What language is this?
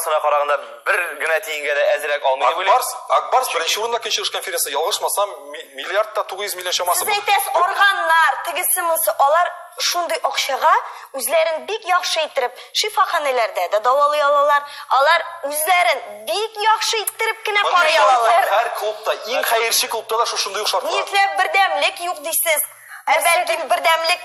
Tatar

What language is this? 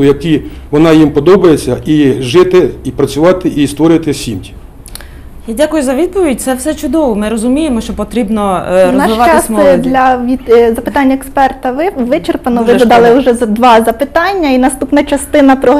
Ukrainian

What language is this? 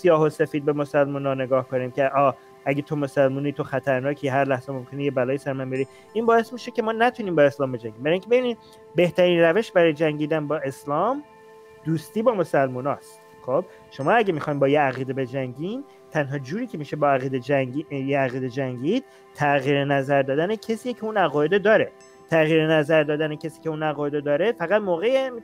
Persian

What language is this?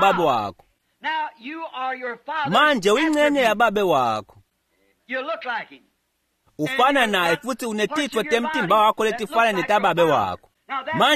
Swati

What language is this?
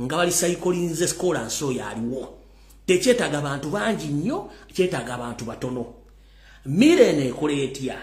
Ganda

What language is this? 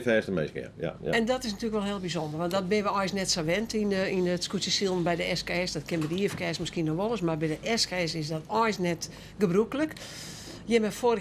Western Frisian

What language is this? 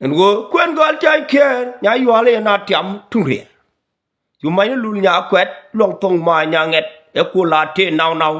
Nuer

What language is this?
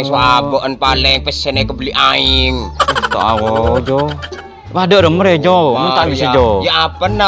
Madurese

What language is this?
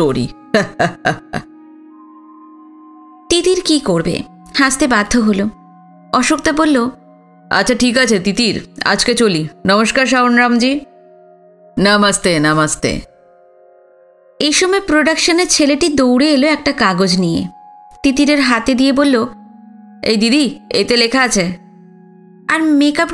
Bangla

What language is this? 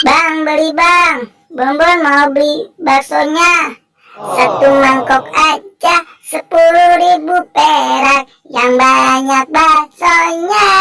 Betawi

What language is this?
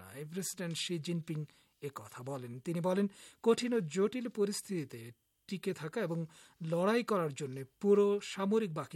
Bangla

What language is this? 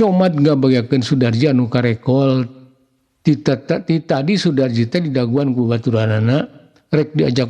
Sundanese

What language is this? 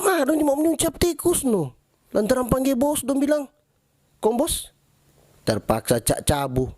Manado Malay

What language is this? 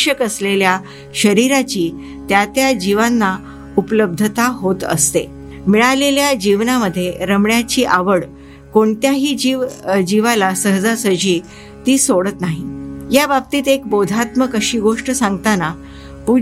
Marathi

